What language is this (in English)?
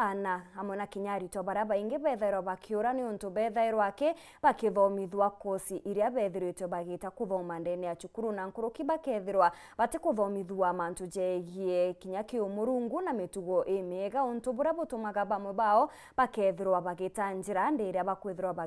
Meru